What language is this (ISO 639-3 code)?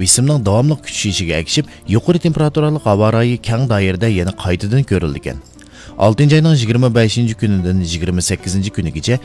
uig